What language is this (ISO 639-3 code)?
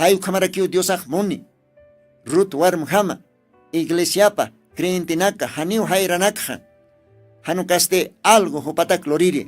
aym